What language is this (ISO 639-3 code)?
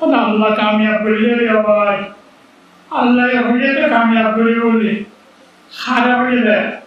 rhg